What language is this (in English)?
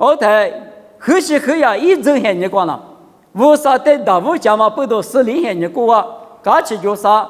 Lisu